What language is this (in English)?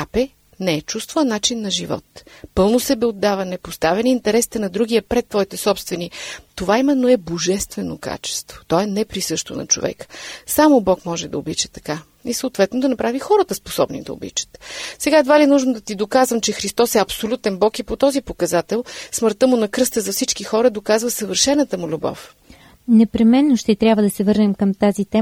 Bulgarian